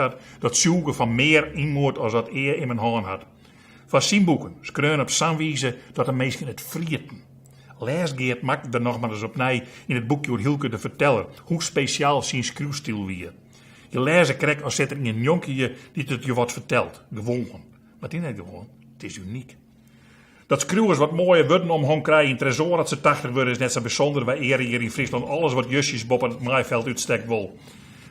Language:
Western Frisian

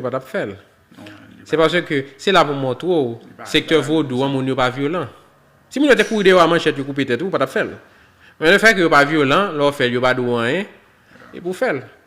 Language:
Haitian Creole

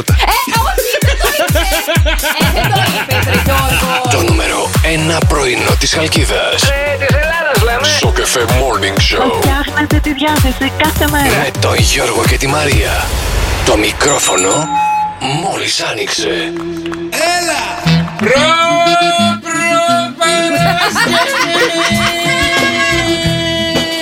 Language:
Greek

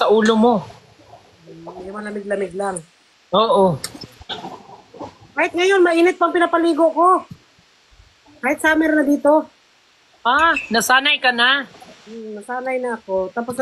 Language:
Filipino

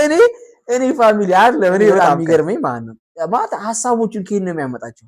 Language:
Amharic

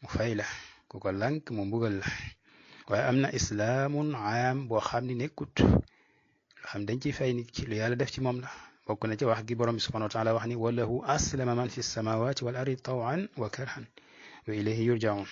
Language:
Wolof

